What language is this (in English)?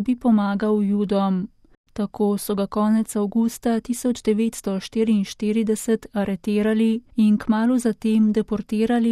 Slovenian